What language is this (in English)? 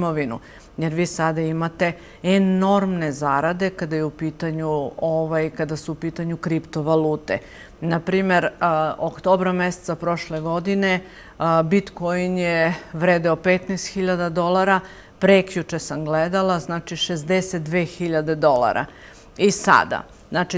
Serbian